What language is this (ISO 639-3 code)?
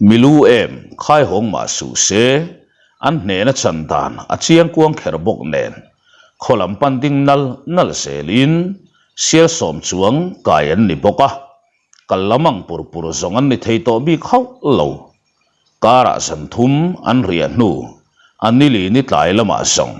lus